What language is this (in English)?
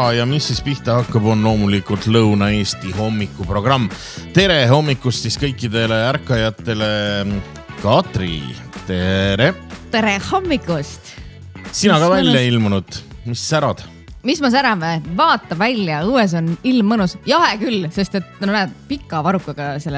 Estonian